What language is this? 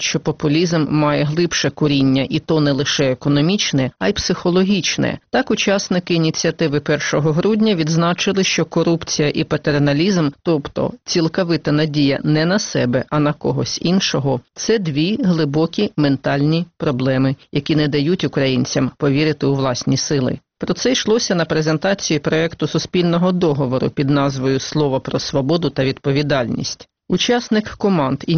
Ukrainian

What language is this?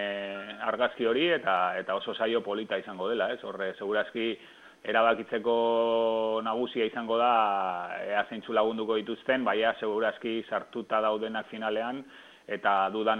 Basque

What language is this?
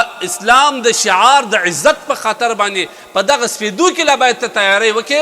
Pashto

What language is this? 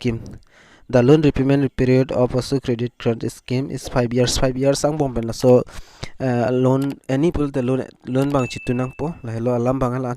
Karbi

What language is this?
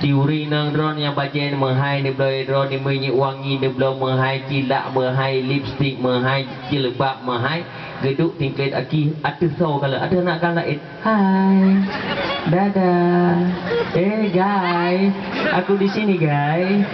Achinese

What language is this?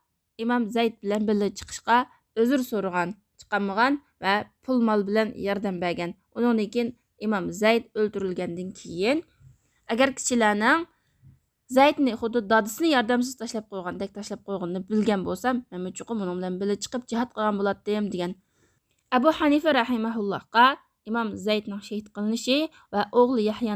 Uyghur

